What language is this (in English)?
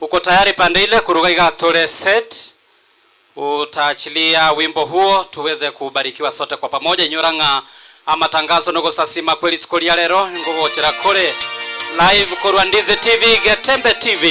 Gusii